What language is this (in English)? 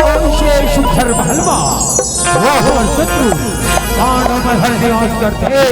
Chhattisgarhi